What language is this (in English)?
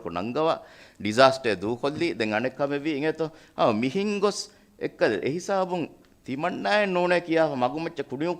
Divehi